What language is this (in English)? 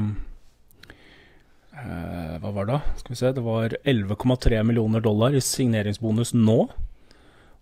Norwegian